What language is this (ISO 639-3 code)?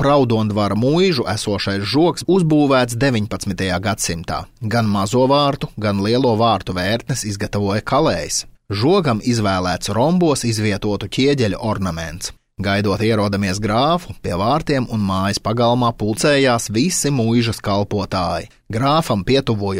lav